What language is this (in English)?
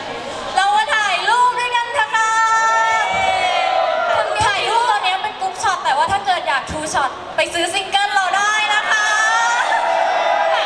Thai